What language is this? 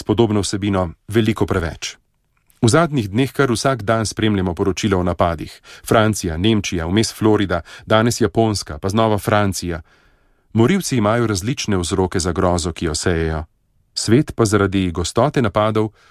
Slovenian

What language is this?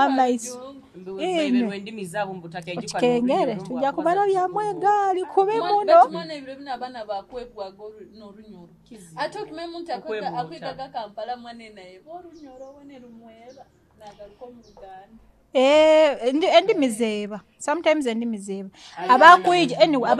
Nyoro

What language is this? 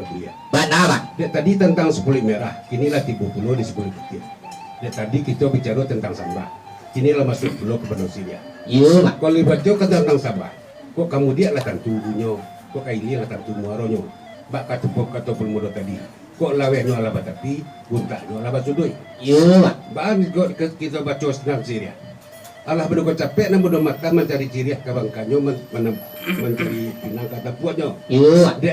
Minangkabau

